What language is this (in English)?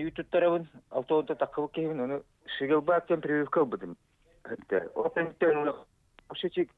Yakut